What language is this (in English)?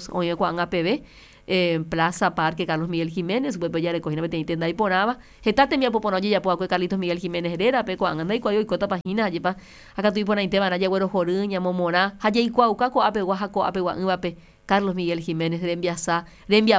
Guarani